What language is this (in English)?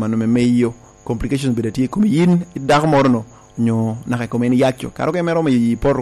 Lango (Uganda)